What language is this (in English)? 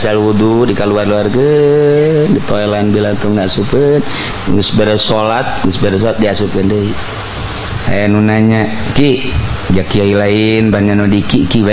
Sundanese